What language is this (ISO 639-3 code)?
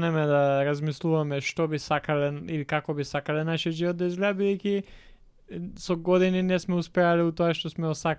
mkd